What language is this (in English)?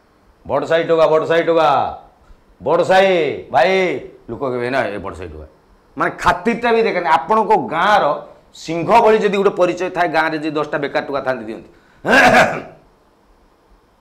Odia